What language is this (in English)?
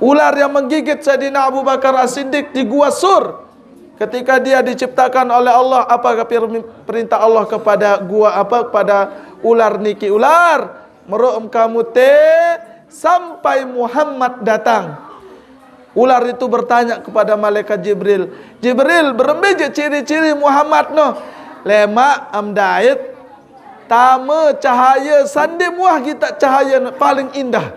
Sasak